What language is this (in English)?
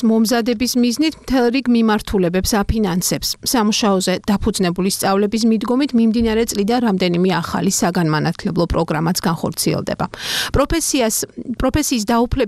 Georgian